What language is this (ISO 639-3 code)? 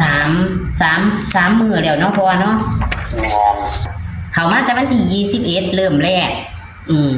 tts